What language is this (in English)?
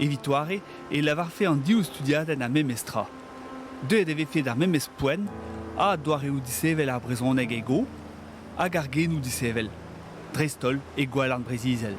Breton